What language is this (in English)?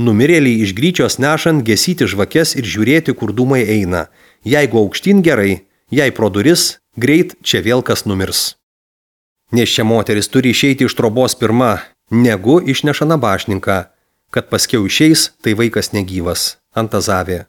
Lithuanian